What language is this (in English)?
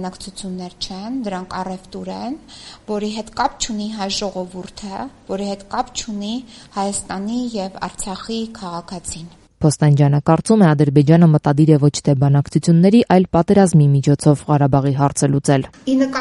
Armenian